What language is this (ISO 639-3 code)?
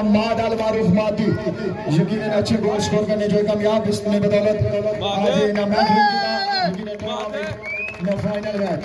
phr